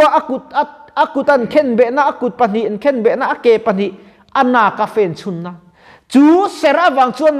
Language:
Mizo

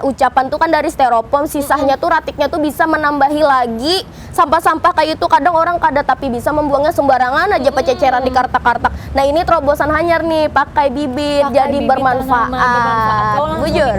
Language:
Banjar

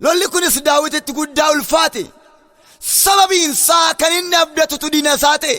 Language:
Oromo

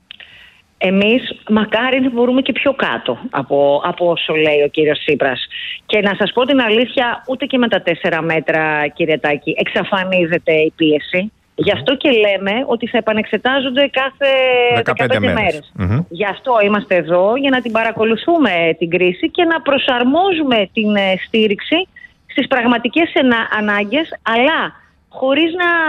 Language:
Greek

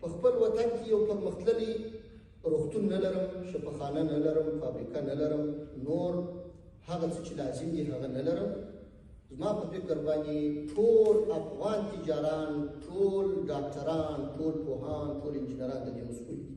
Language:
Pashto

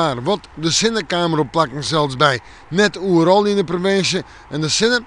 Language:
Western Frisian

